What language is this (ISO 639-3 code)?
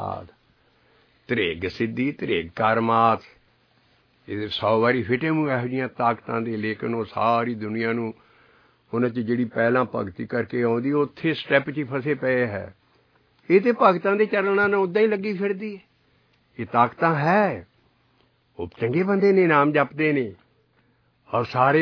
pan